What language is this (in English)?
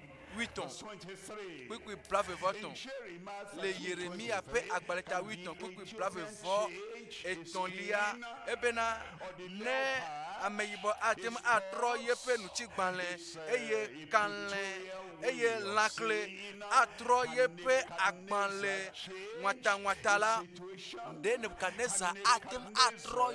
Ewe